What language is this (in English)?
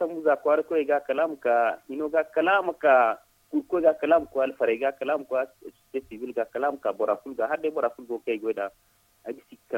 Zarma